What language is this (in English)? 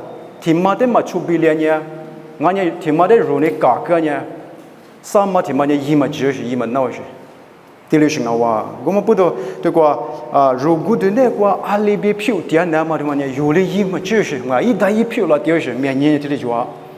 Lisu